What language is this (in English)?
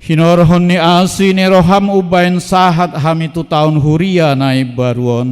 Batak Toba